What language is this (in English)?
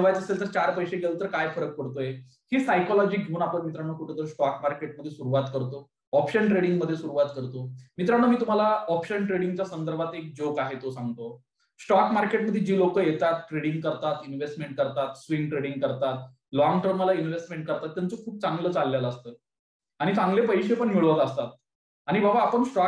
Marathi